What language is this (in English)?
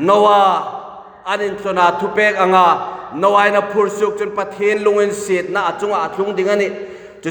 Hmar